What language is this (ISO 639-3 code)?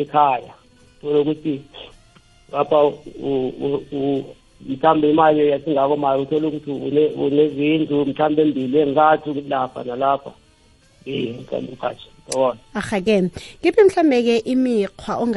nbl